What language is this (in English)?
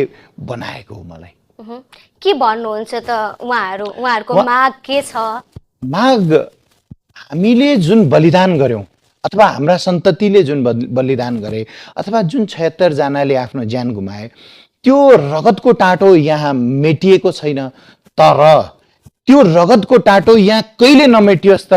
Nepali